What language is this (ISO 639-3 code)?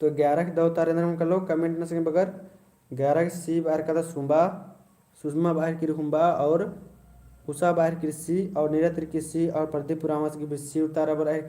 kru